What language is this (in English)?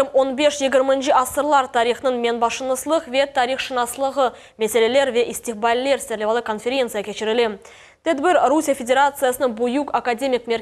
Crimean Tatar